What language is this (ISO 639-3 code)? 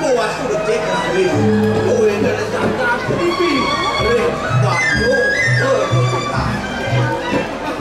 ban